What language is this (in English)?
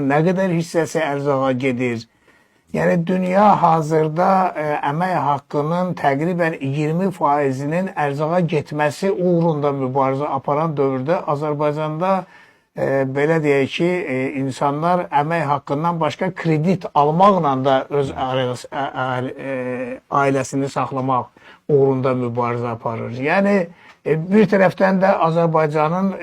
Azerbaijani